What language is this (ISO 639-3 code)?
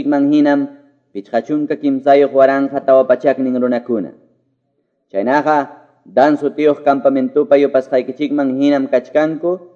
que